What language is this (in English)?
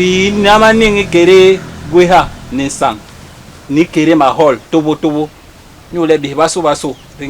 Basaa